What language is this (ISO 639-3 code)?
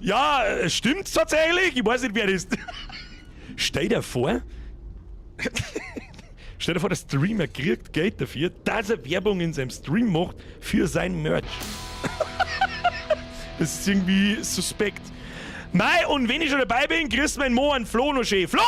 bar